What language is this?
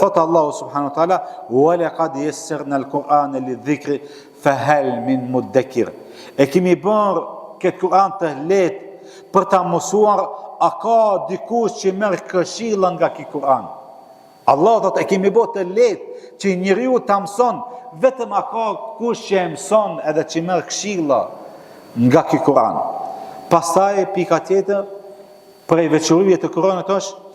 Albanian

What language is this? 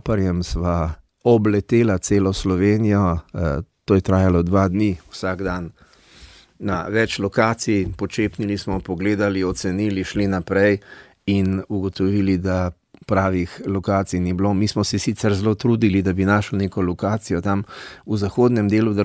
Slovenian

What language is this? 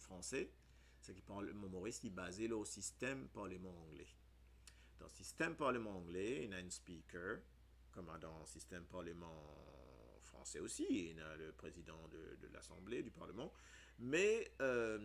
Morisyen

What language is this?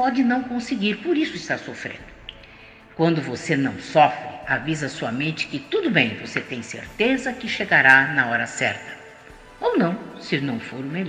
Portuguese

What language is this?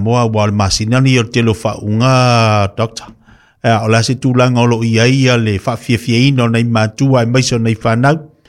Samoan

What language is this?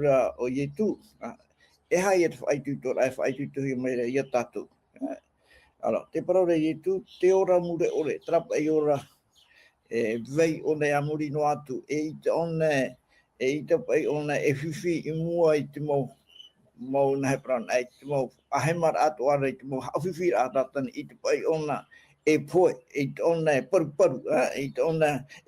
Tahitian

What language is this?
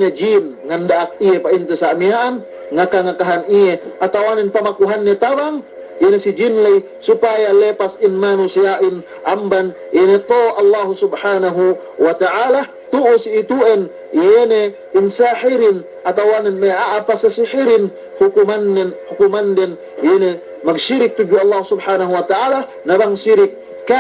Yakan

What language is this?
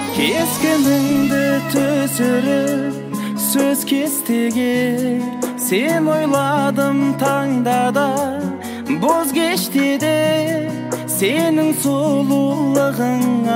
Kazakh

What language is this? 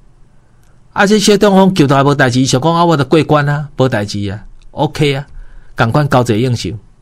Min Nan Chinese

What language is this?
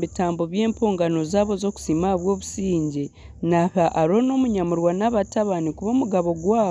Nyankole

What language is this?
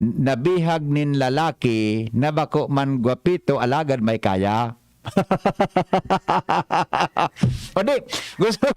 Bikol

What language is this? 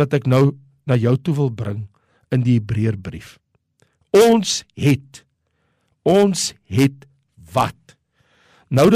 Afrikaans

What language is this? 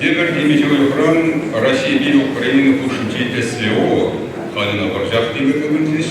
Chuvash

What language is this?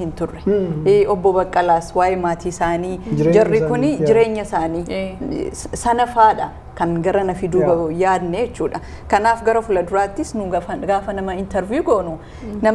Oromo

